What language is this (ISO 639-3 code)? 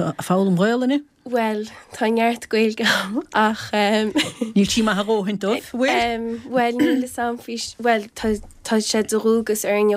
gle